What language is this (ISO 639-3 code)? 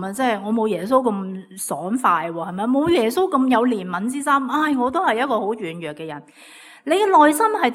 yue